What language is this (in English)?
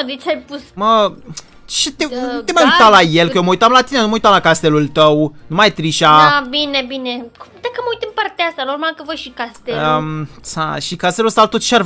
Romanian